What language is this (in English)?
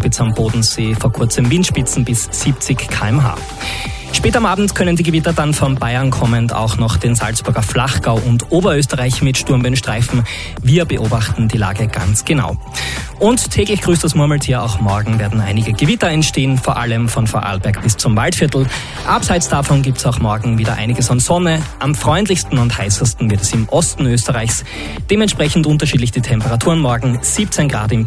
German